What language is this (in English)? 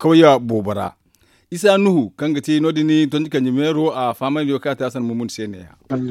Zarma